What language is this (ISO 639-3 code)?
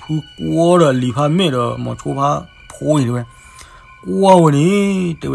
ksw